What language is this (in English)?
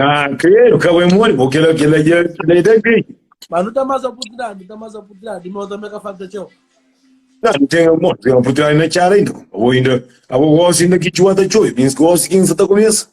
Kabuverdianu